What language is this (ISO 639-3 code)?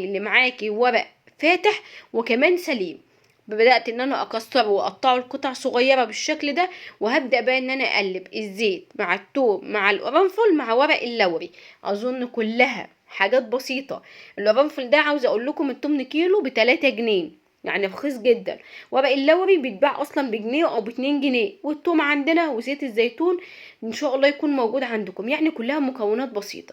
arz